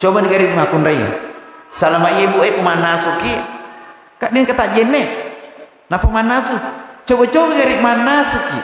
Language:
Buginese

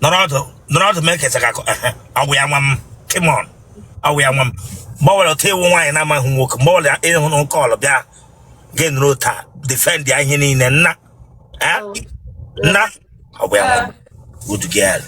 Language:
Igbo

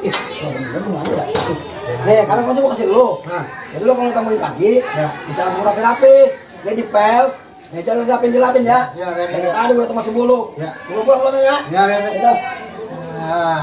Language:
Betawi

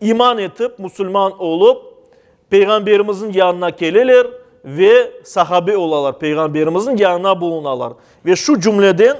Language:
Crimean Tatar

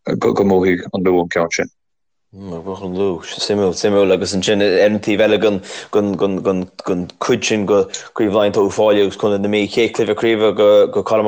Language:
Irish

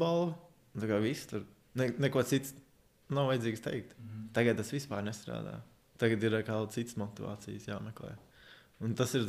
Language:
Latvian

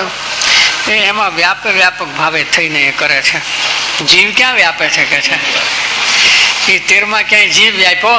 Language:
Gujarati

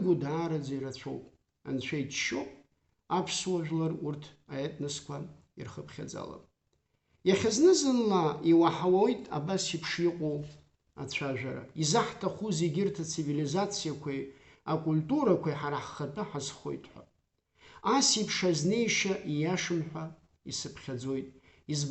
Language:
Abkhazian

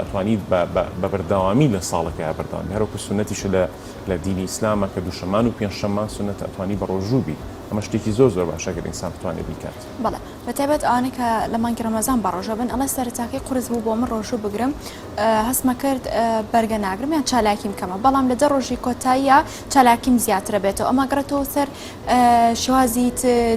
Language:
Central Kurdish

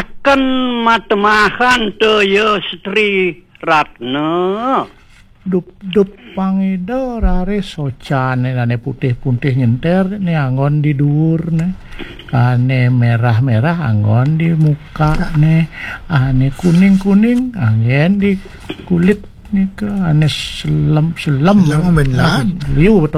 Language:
Balinese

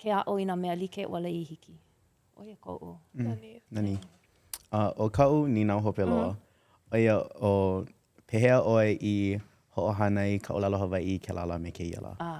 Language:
Hawaiian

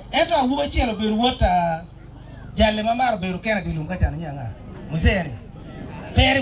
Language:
Acoli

